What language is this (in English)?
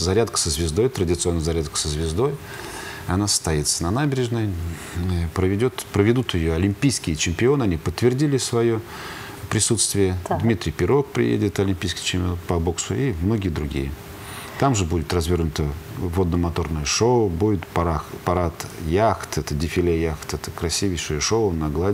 Russian